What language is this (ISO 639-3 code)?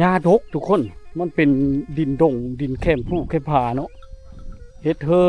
lao